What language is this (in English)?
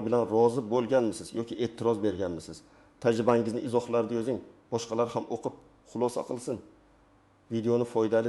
Uzbek